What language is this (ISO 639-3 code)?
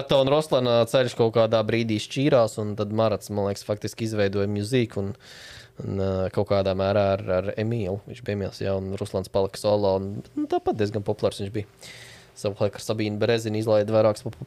lav